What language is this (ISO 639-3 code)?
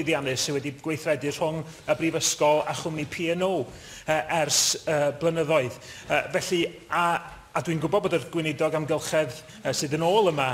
cym